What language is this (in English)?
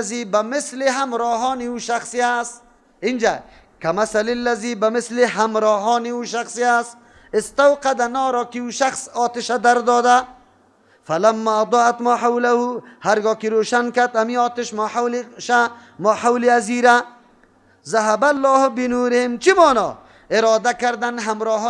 Persian